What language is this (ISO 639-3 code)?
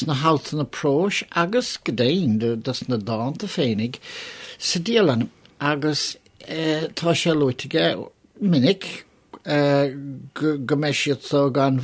gle